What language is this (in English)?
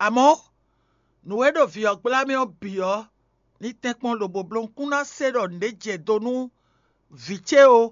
Fon